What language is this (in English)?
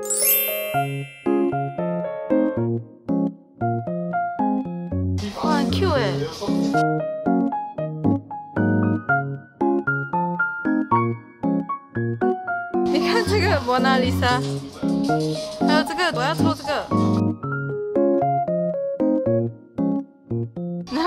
Chinese